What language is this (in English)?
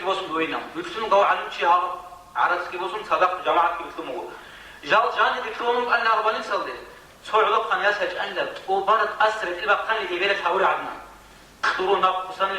Avaric